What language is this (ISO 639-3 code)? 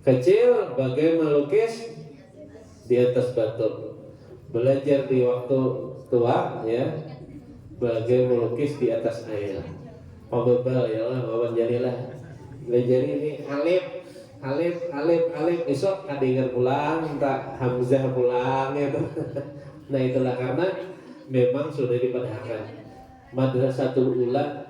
bjn